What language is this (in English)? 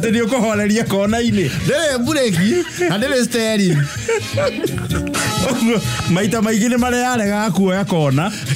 Kikuyu